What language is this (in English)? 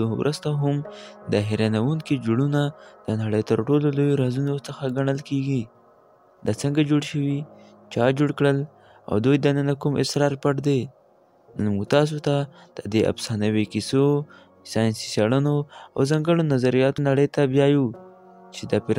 Pashto